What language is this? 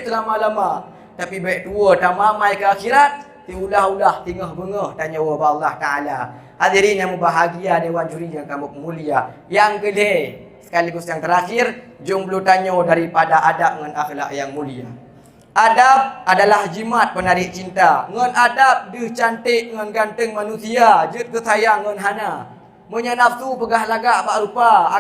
Achinese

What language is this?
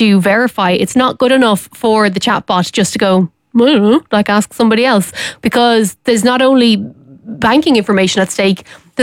English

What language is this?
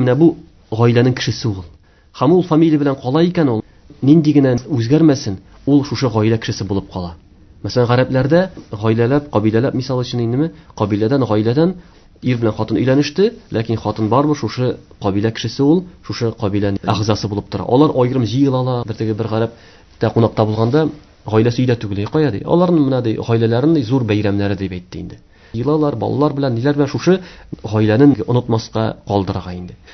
Tatar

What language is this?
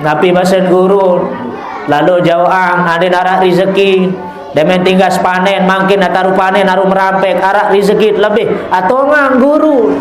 Sasak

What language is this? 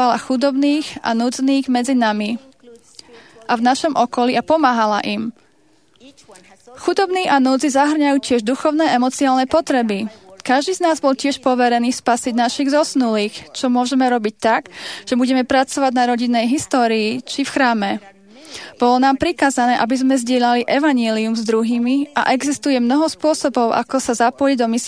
Slovak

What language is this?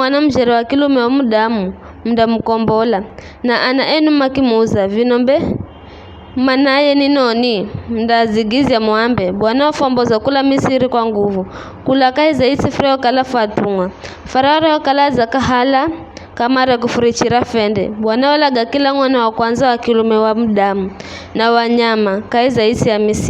Giryama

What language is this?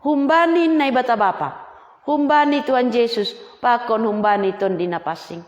Batak Simalungun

